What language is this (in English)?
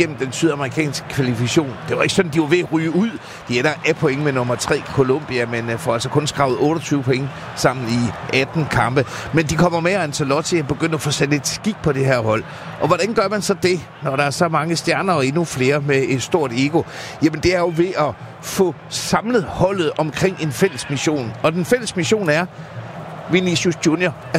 Danish